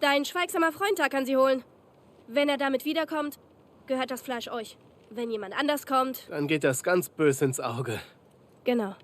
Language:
Bavarian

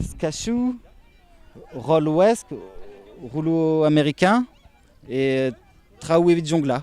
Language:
Breton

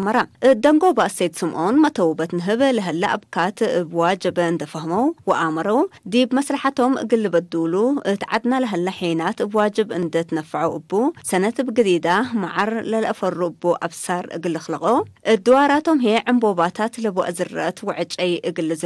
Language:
Tigre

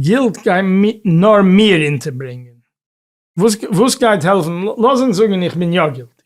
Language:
Yiddish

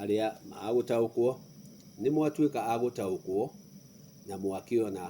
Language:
Kikuyu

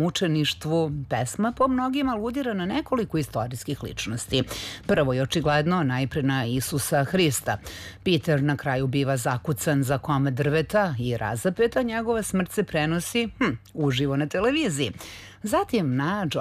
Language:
Serbian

